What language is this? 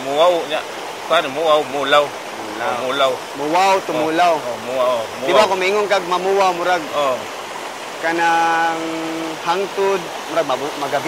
Cebuano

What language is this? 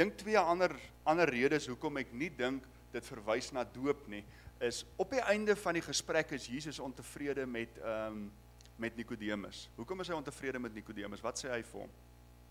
Afrikaans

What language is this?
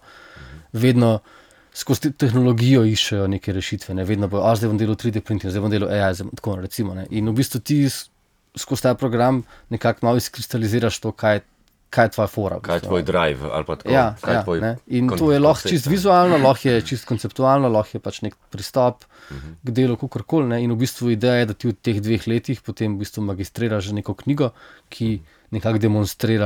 Slovenian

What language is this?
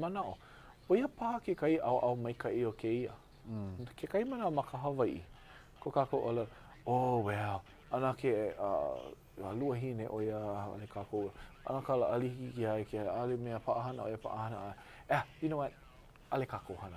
Hawaiian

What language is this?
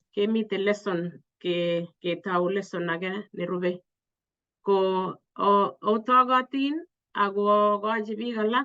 Kalenjin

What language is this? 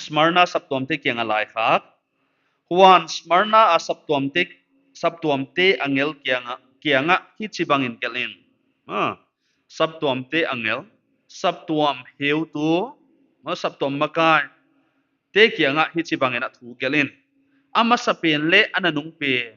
Paite Chin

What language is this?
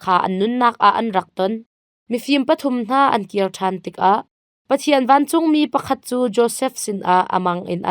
Hakha Chin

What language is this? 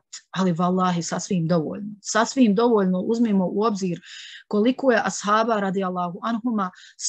Bosnian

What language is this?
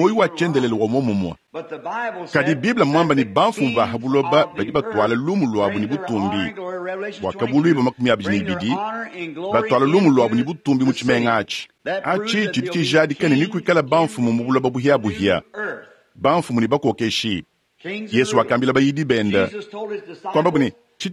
Luba-Lulua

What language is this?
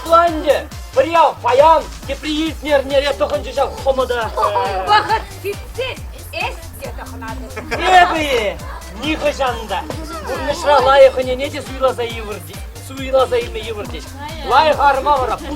Chuvash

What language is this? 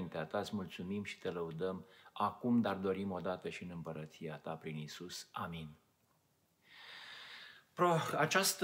Romanian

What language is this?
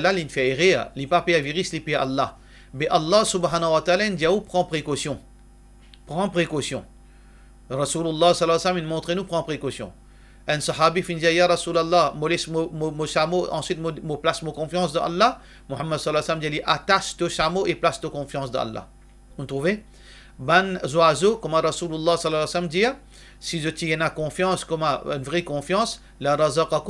Morisyen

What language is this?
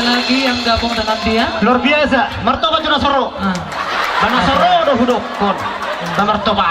Batak Toba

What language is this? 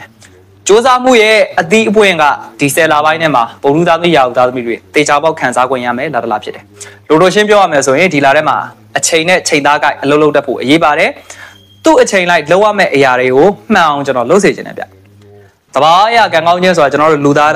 Burmese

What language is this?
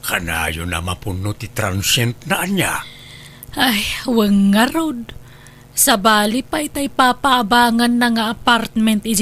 Iloko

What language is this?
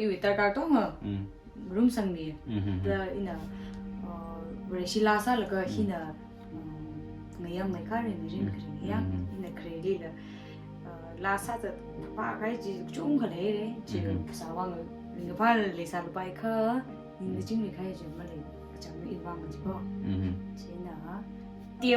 Tangkhul Naga (India)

